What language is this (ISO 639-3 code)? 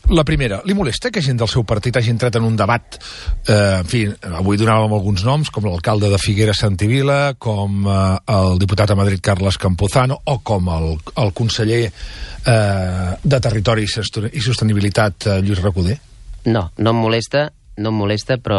cat